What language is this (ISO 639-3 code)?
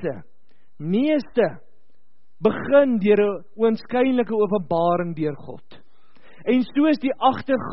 afr